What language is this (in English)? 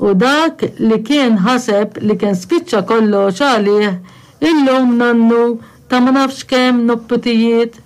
Maltese